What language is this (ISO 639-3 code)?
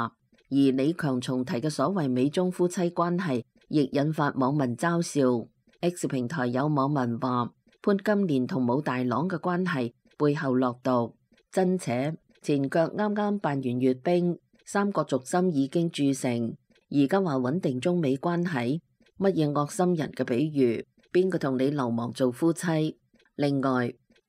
yue